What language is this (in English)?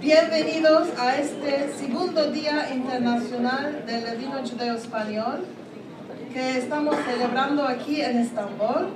Ladino